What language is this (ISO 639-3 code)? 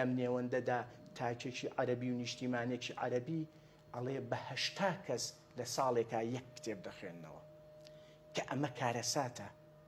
ckb